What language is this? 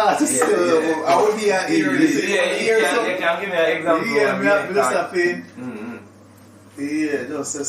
Jamaican Creole English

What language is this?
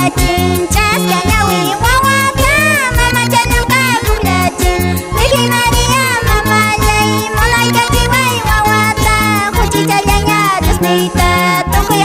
Quechua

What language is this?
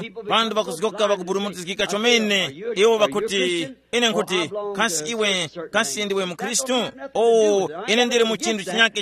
Tumbuka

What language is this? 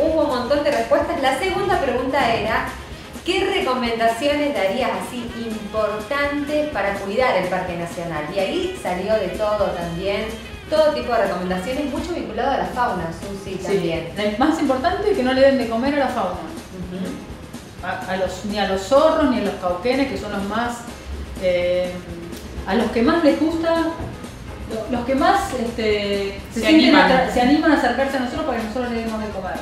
Spanish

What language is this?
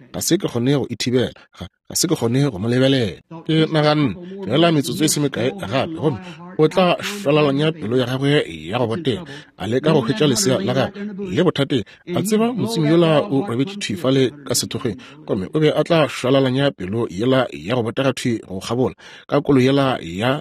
Northern Sotho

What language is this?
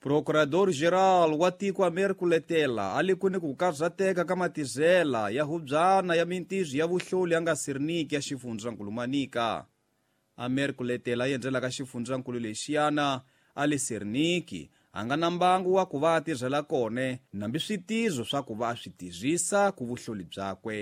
Tsonga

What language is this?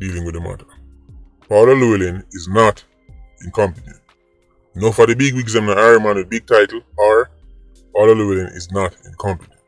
Jamaican Creole English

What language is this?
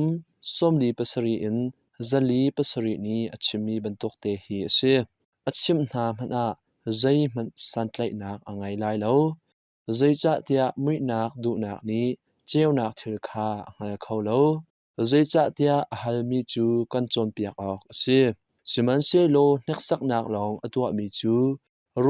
Hakha Chin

